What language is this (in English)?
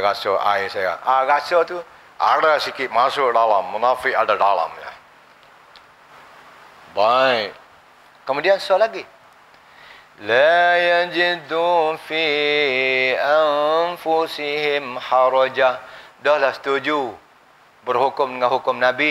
Malay